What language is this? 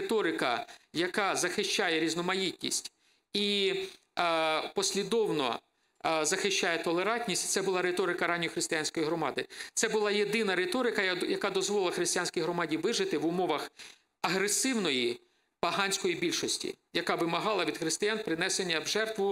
Ukrainian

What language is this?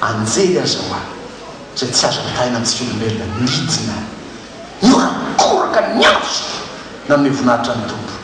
Malagasy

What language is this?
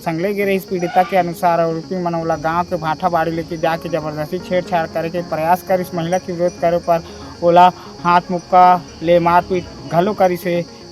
Chhattisgarhi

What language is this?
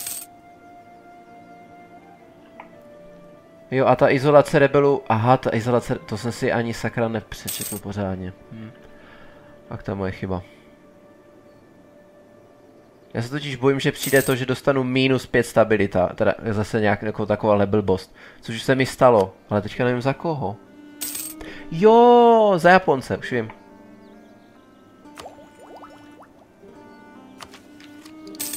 Czech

